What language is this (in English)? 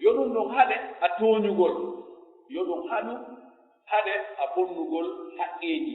Pular